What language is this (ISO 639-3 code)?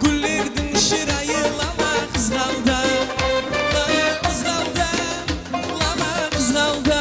kaa